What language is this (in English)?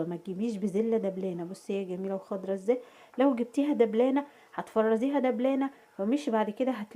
Egyptian Arabic